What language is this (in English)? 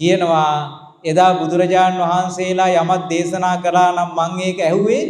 Sinhala